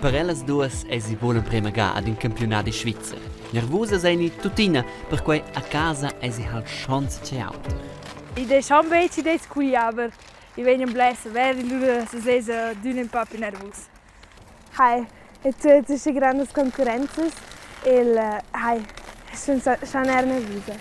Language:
Romansh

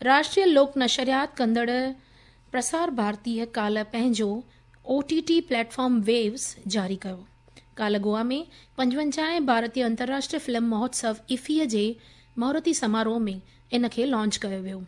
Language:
Sindhi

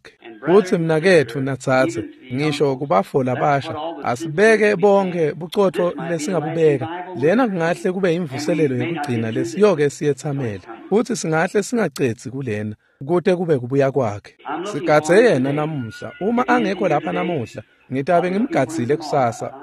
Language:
Swati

